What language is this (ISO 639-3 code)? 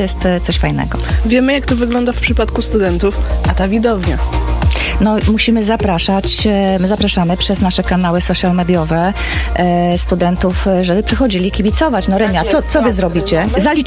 pol